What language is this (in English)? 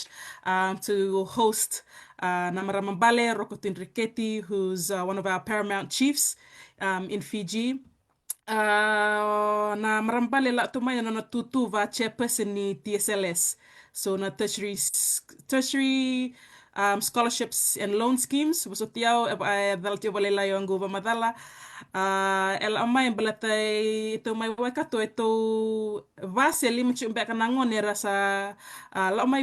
Fijian